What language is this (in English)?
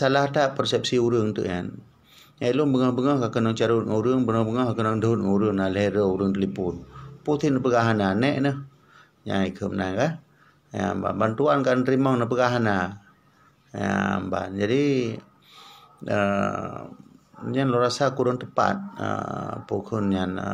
Achinese